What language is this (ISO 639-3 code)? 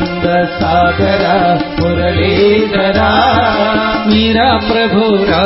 mal